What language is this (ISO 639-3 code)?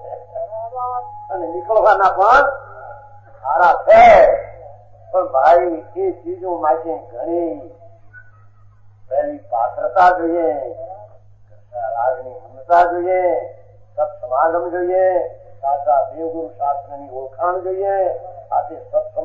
guj